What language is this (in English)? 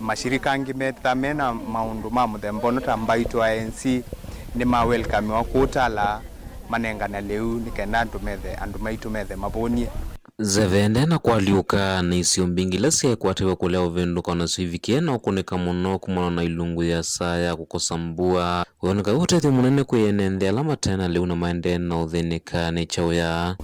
Kamba